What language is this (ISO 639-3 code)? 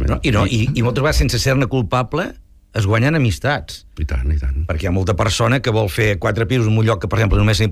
cat